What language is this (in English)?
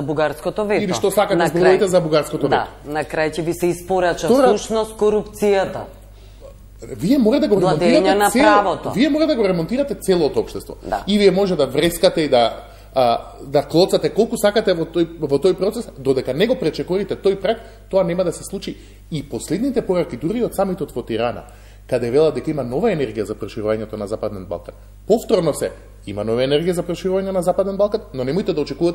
Macedonian